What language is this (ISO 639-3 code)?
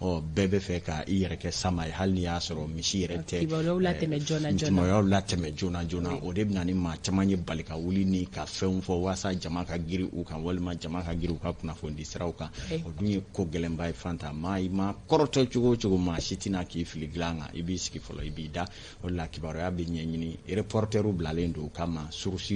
bam